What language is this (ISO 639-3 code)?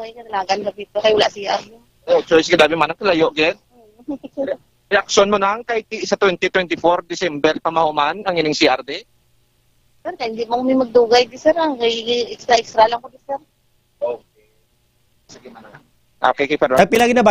hil